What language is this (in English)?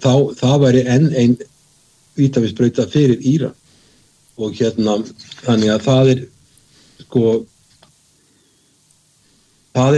Icelandic